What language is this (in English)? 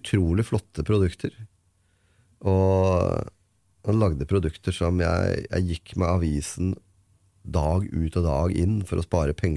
Norwegian